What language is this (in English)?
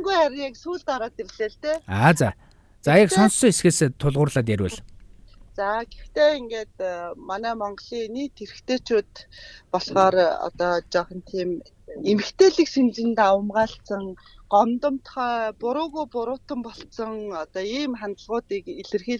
Mongolian